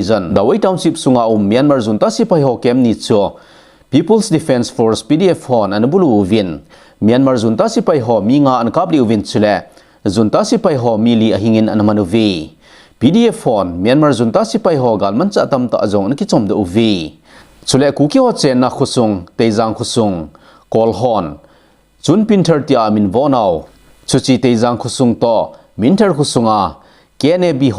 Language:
Thado Chin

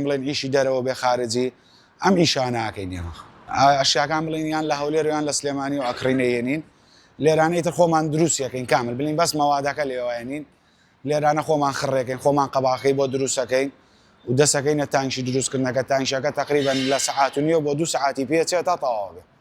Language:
Central Kurdish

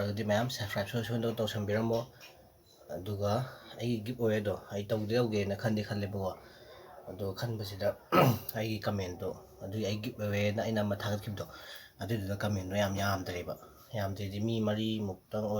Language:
Manipuri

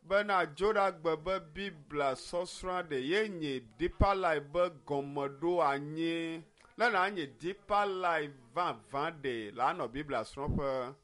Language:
Ewe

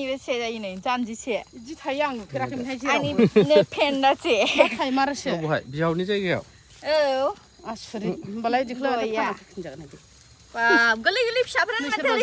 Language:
Bodo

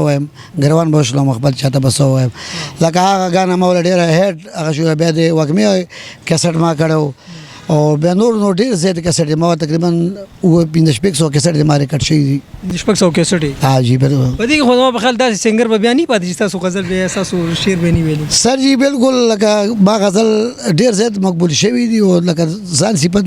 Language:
Pashto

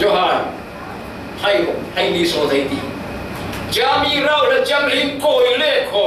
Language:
Falam Chin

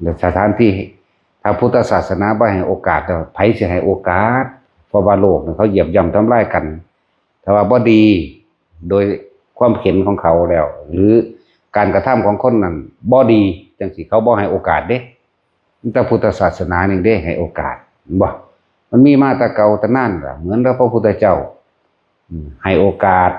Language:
Northeastern Thai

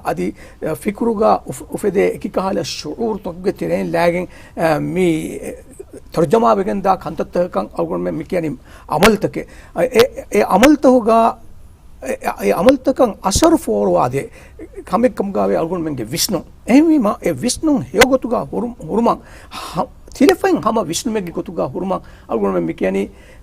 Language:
Divehi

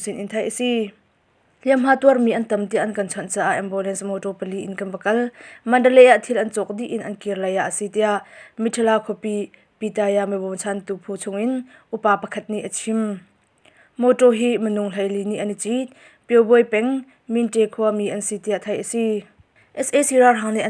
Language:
Hakha Chin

